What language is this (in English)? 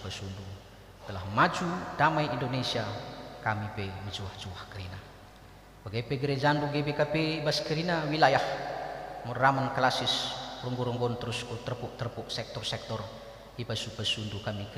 Batak Karo